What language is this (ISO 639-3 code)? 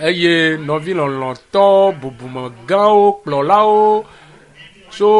ewe